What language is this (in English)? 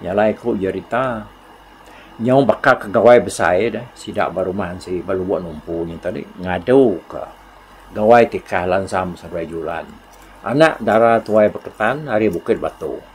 Iban